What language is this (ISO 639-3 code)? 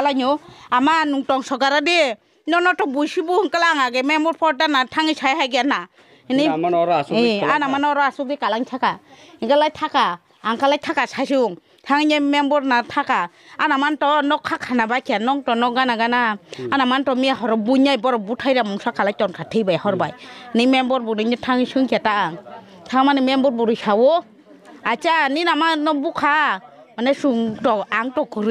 trp